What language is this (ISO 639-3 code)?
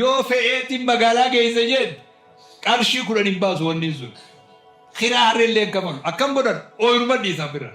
orm